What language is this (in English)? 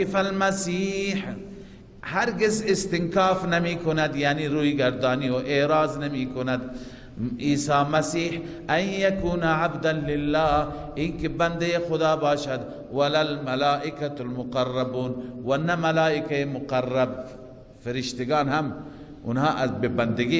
Persian